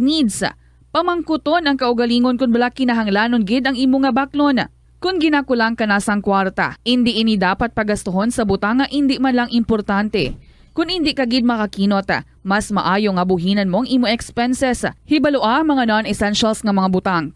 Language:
Hiligaynon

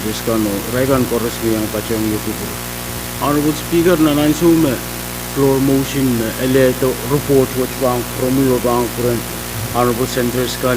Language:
Pohnpeian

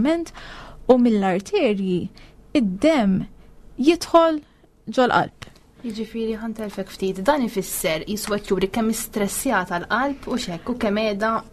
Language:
Maltese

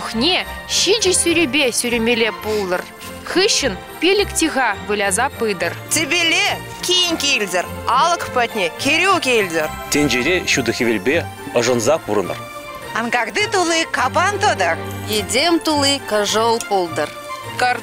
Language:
Chuvash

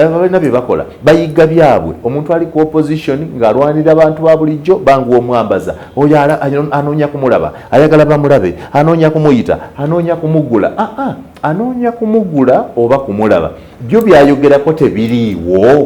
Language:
Ganda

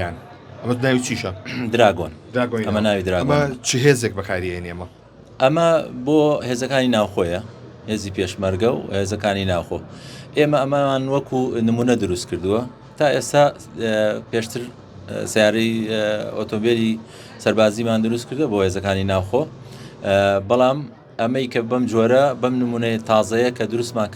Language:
Central Kurdish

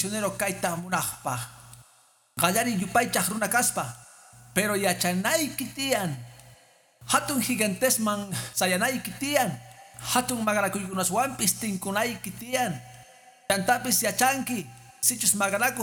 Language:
Quechua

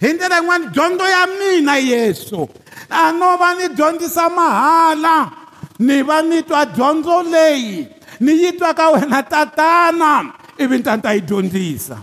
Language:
Tsonga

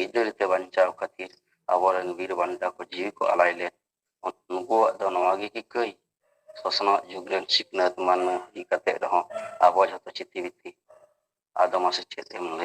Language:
Santali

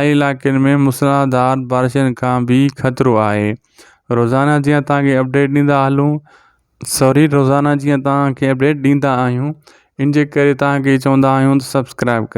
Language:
Sindhi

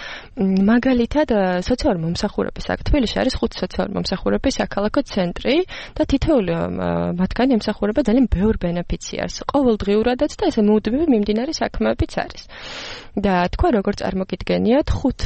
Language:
Georgian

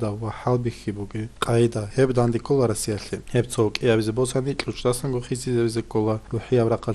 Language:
Avaric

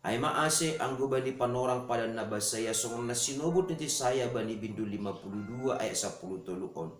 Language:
Batak Simalungun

